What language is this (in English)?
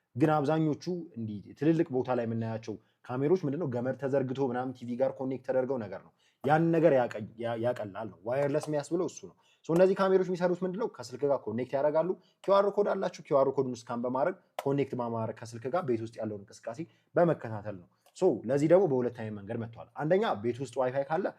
Amharic